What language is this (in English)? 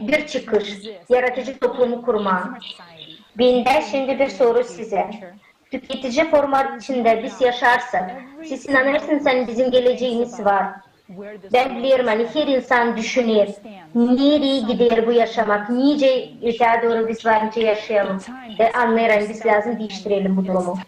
Gagauz